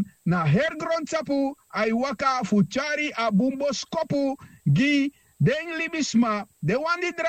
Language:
Sranan Tongo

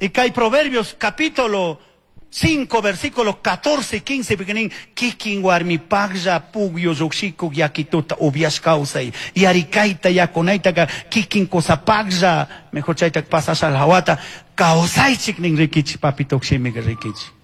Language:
Chimborazo Highland Quichua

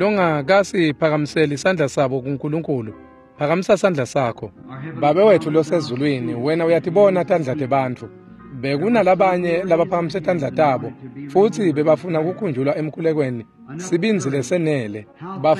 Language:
Swati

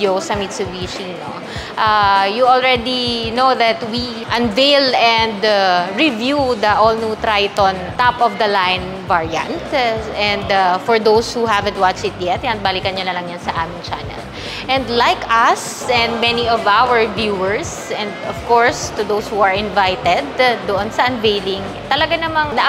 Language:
Filipino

